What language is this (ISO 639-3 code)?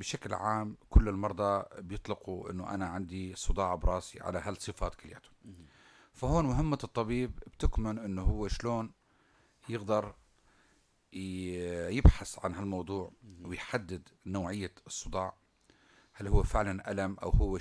apc